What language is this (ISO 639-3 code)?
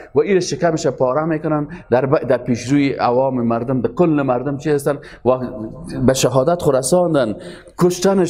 fas